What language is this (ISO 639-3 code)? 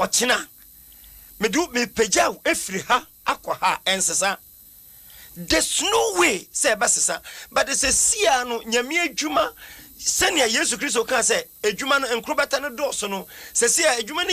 aka